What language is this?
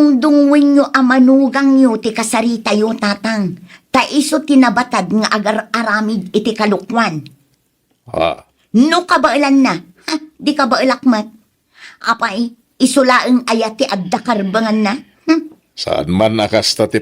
Iloko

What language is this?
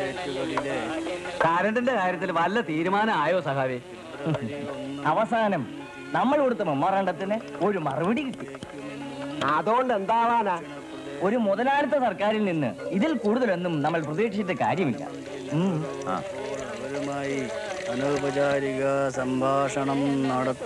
Malayalam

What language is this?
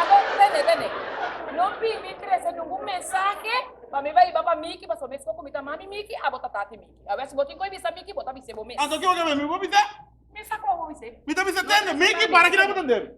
Papiamento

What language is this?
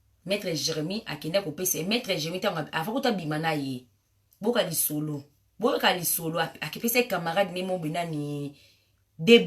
Lingala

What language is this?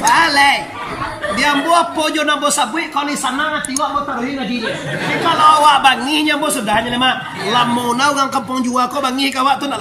Minangkabau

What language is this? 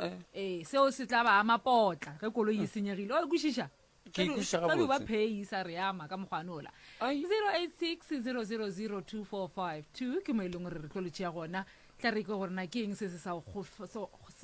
Northern Sotho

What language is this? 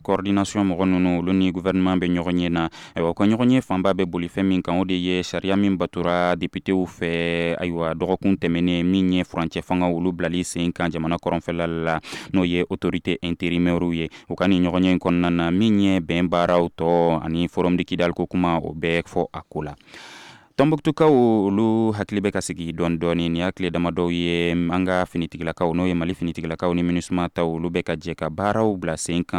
Bambara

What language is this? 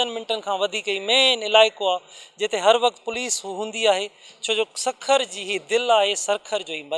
Sindhi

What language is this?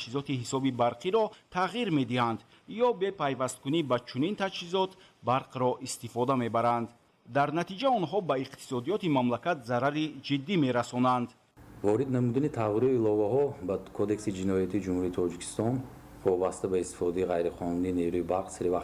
Tajik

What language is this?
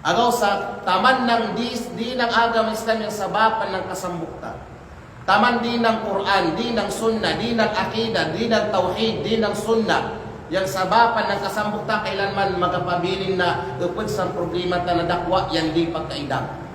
Kalagan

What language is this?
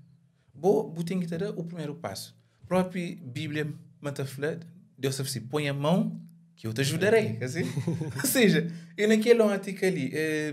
Kabuverdianu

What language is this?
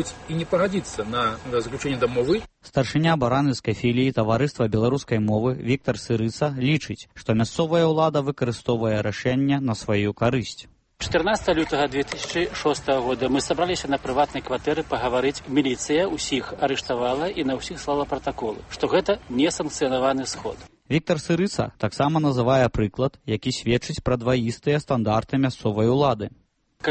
Belarusian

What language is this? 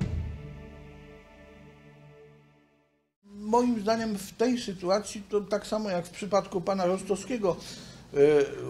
Polish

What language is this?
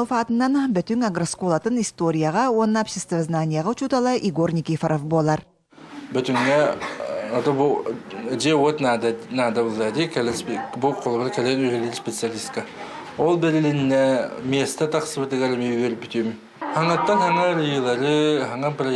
Yakut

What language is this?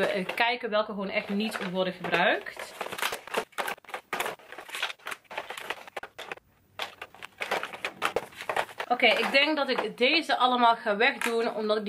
Dutch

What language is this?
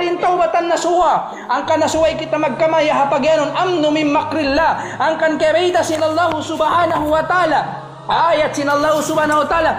Tausug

